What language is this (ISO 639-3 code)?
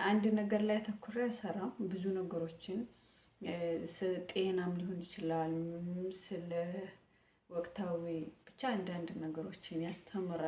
amh